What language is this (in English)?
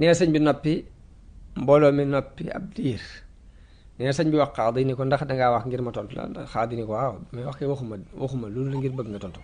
Wolof